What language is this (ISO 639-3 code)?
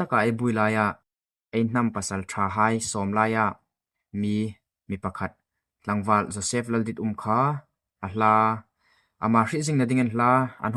hmr